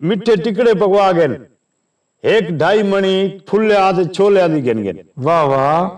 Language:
Saraiki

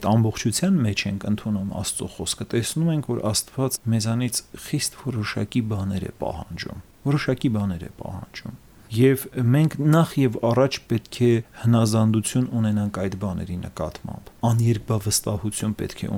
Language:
Armenian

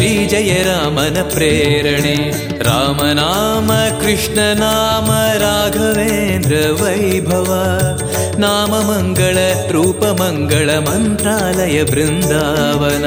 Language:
Kannada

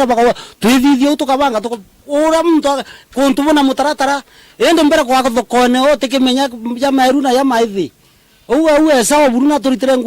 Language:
Meru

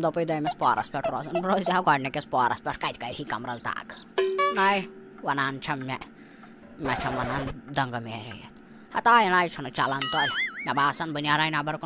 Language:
Kashmiri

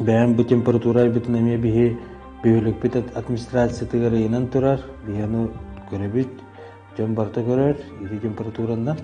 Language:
Yakut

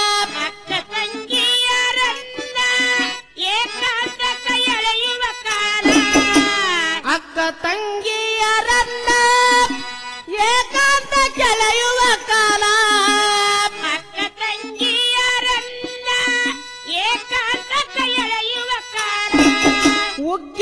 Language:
Kannada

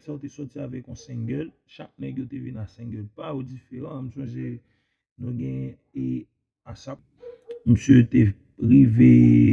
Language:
Haitian Creole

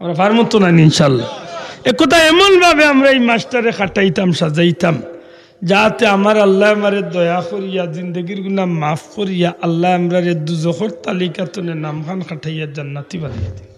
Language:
Sylheti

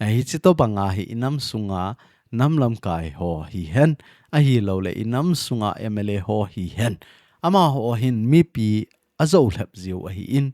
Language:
Thado Chin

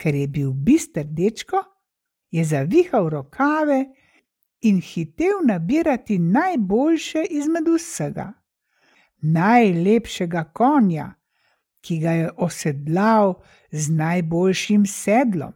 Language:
Slovenian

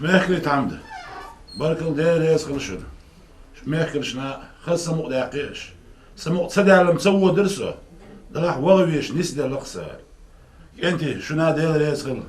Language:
Chechen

